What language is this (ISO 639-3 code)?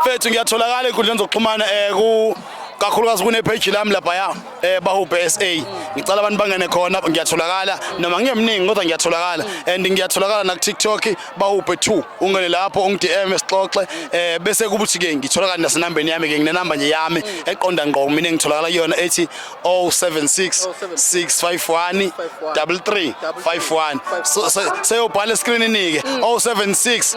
zul